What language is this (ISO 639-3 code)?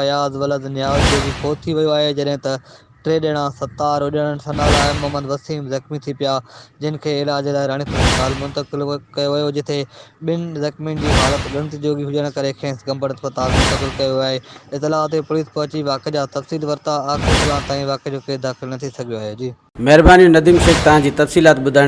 snd